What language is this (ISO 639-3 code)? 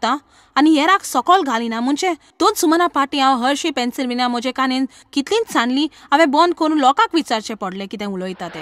kok